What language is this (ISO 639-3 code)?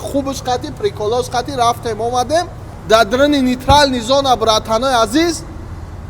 tgk